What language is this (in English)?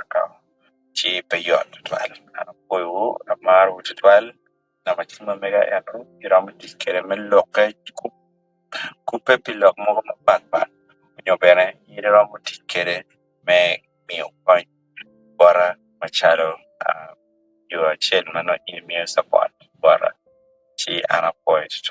Acoli